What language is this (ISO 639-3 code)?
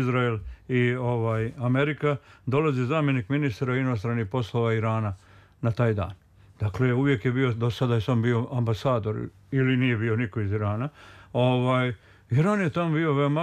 srp